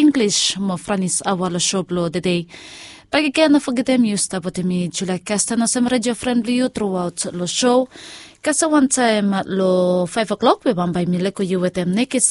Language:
Bislama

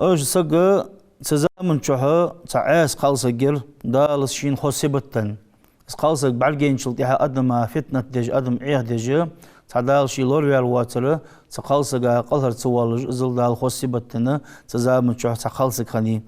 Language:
Ingush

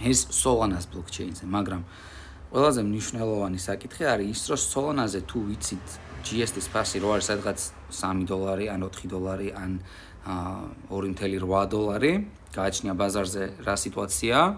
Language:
Georgian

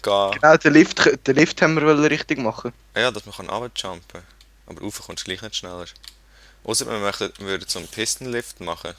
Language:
Swiss German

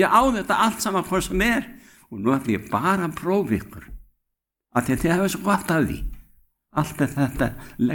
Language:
Icelandic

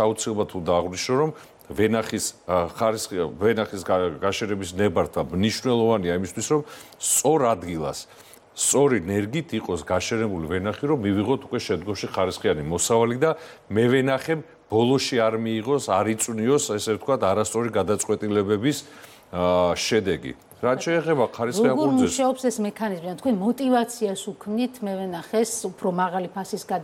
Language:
Georgian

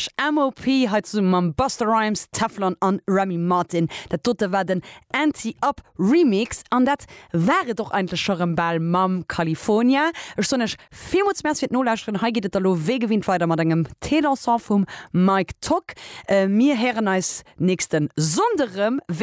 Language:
Luxembourgish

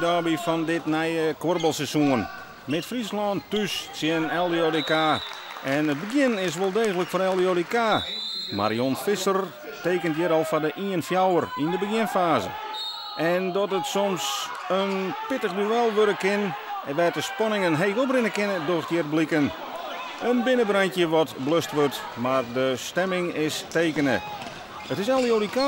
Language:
Western Frisian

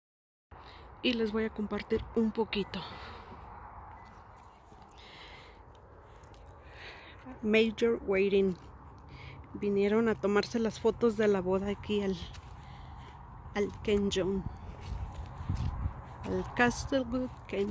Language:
Spanish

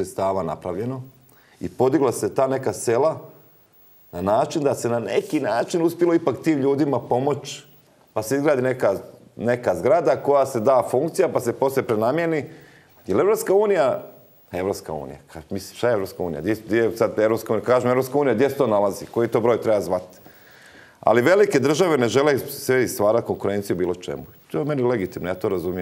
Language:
Croatian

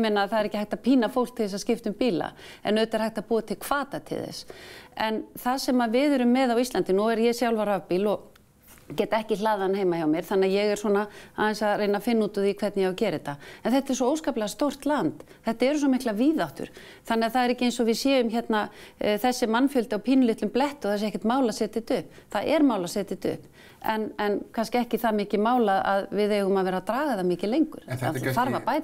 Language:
Icelandic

